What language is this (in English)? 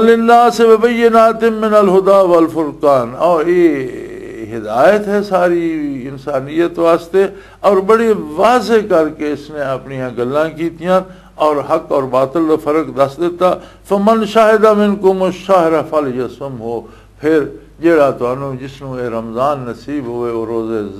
Western Panjabi